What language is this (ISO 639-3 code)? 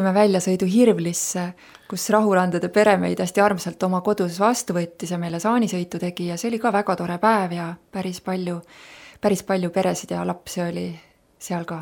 est